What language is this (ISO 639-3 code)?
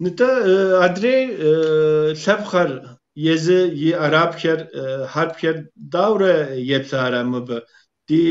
kbd